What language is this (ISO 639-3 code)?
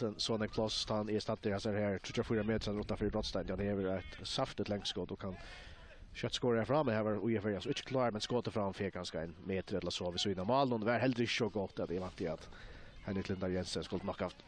fao